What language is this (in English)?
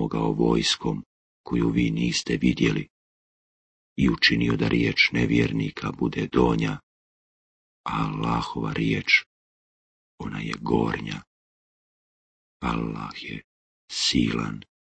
Bosnian